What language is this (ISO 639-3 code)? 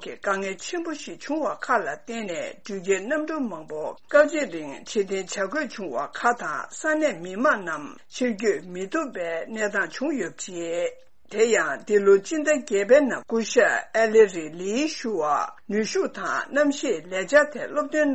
bod